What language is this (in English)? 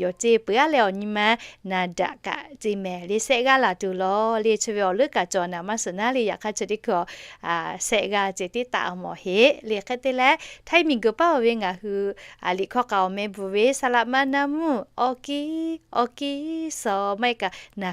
Lahu